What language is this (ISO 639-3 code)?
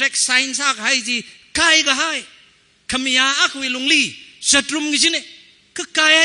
nmf